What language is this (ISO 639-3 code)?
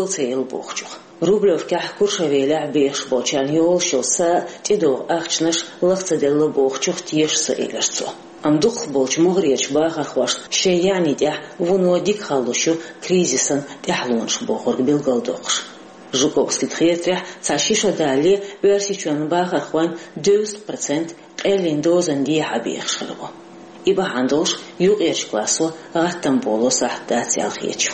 che